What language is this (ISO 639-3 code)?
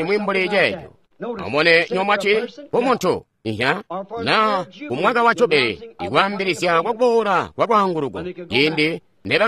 toi